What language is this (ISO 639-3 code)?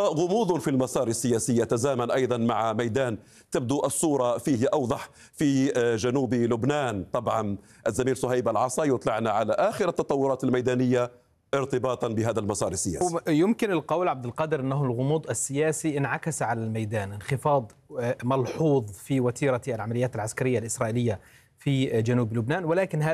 ara